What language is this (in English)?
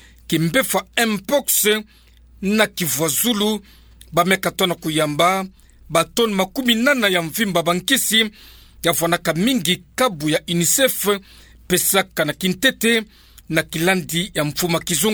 Kituba (Democratic Republic of Congo)